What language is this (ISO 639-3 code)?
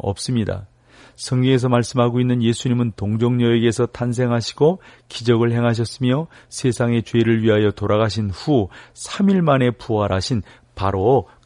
kor